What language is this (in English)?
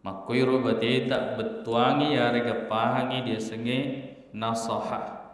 Buginese